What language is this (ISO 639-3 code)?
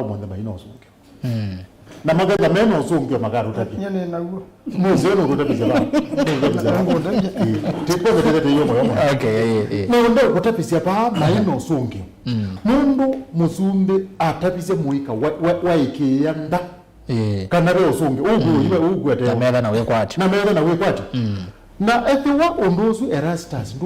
kam